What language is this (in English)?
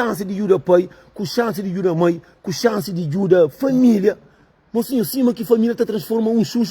Kabuverdianu